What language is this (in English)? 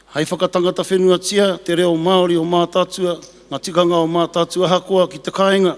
Māori